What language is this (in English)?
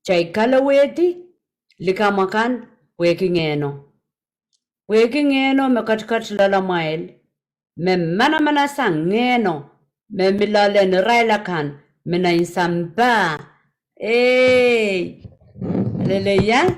Pohnpeian